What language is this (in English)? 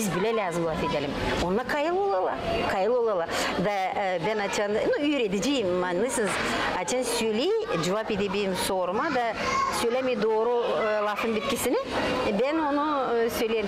Gagauz